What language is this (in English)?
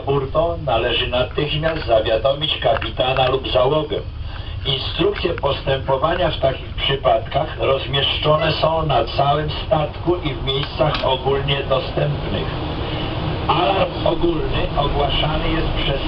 Polish